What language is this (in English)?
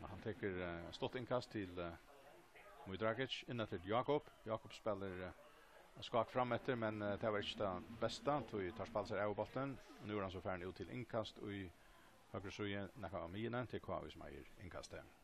Faroese